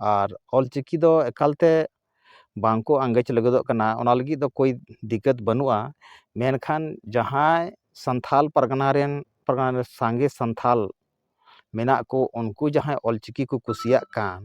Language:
Santali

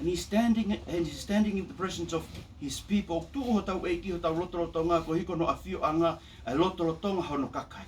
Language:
Tongan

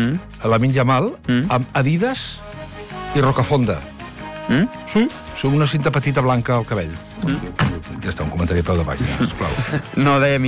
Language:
Catalan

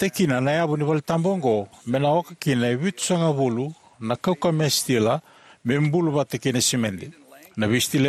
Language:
Fijian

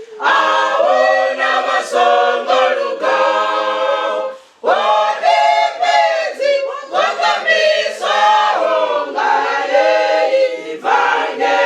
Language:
Venda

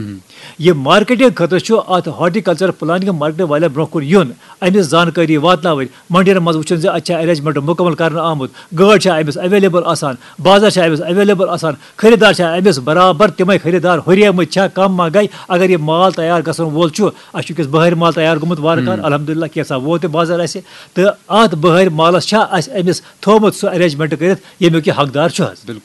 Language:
Kashmiri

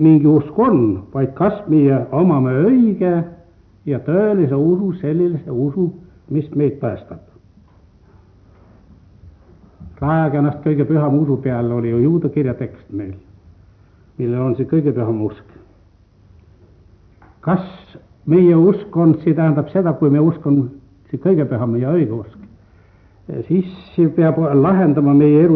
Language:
Estonian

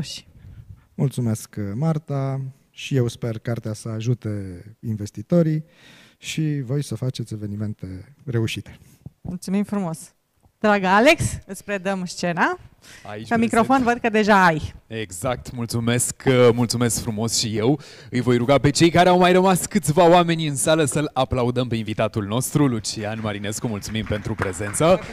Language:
Romanian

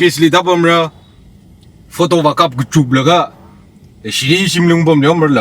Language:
Tangkhul Naga (India)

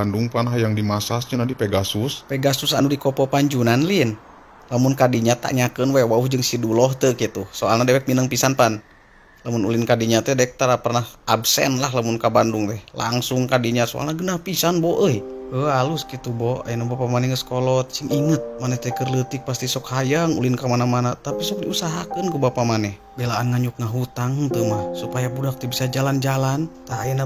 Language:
Sundanese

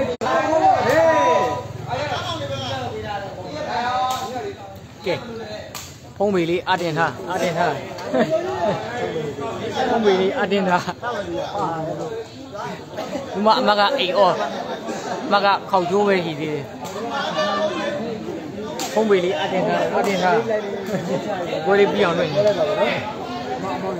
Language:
Burmese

